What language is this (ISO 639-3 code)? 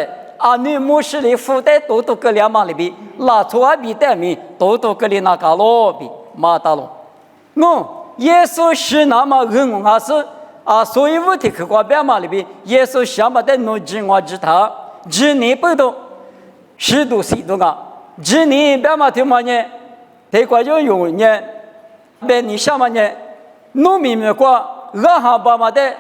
lis